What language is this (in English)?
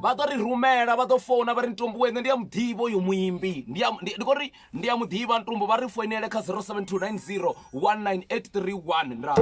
Venda